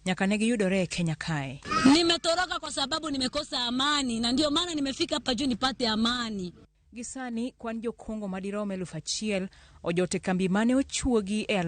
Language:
Luo (Kenya and Tanzania)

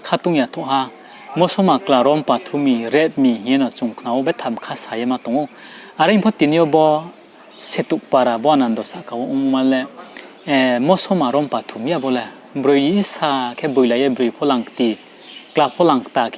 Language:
Riang (India)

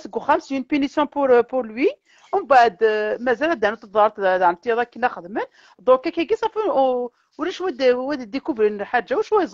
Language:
Kabyle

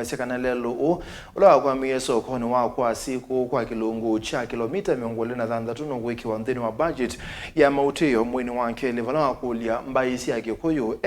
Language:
Kamba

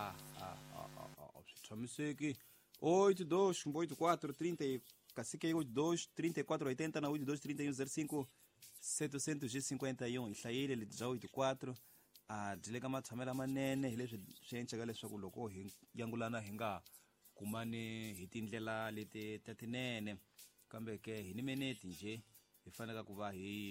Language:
Tsonga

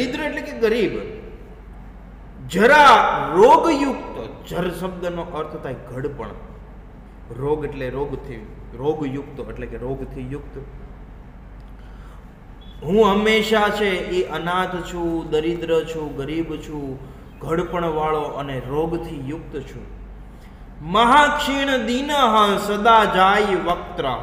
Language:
Gujarati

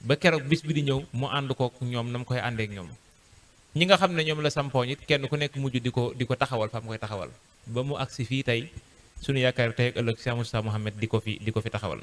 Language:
Wolof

